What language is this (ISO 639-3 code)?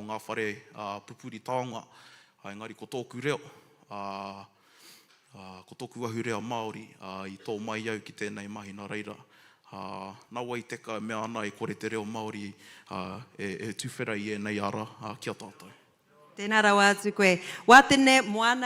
mri